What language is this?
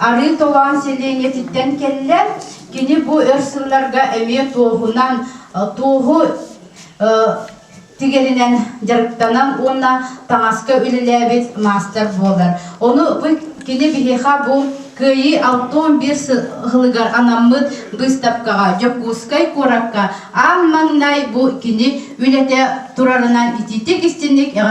Yakut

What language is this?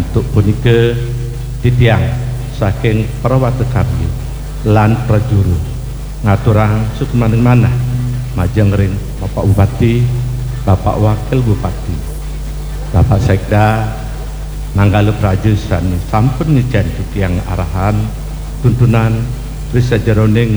Balinese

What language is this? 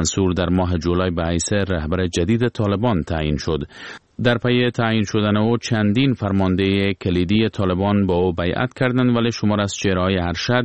Persian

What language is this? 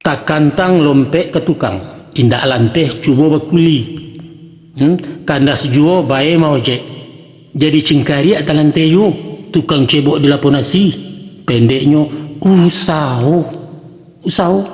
Minangkabau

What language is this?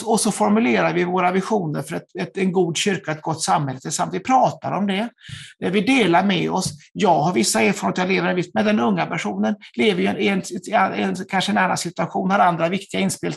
Swedish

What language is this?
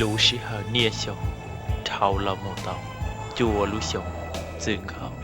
Hmong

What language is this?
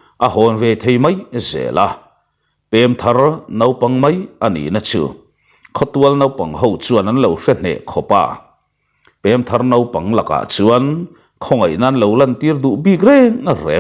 Mizo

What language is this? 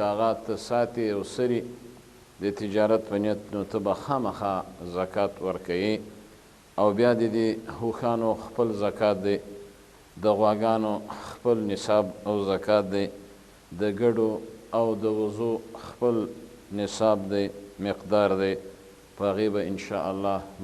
Pashto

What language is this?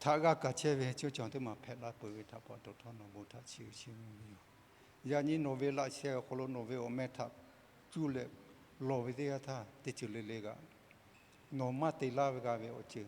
Lahu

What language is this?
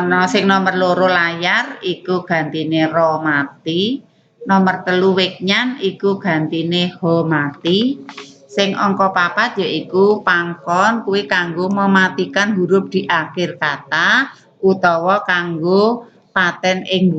Javanese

